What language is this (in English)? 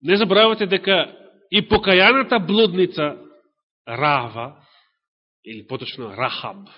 Macedonian